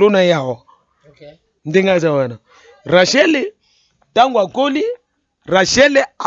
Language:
Lingala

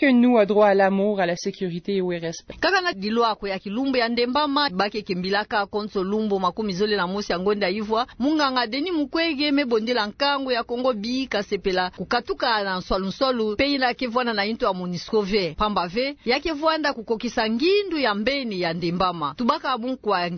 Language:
Kituba (Democratic Republic of Congo)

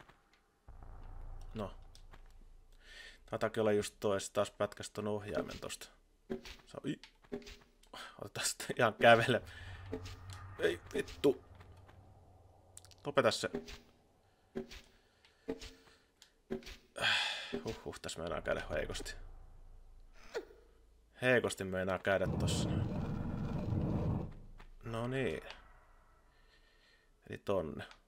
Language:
Finnish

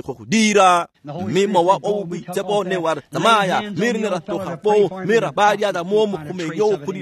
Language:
Tswana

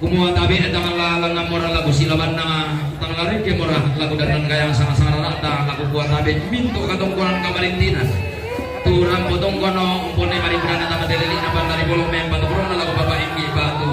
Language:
Toraja-Sa'dan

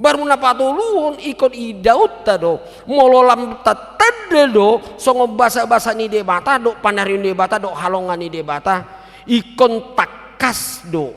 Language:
Batak Toba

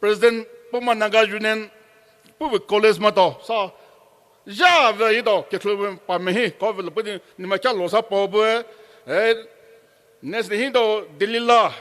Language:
Poumei Naga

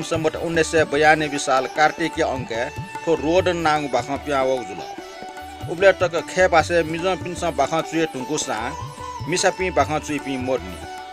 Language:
Newari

